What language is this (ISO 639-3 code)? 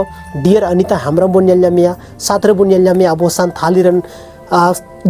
sat